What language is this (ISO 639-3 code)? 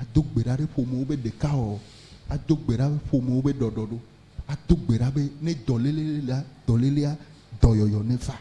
ewe